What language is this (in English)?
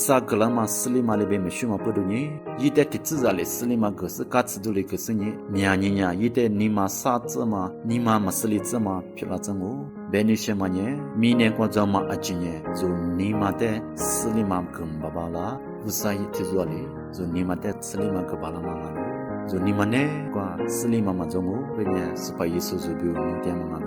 Lisu